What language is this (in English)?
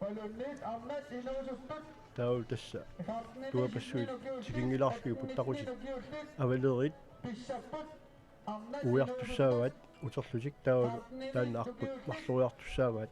Kalaallisut